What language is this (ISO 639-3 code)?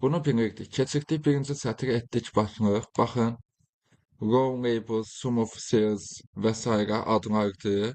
aze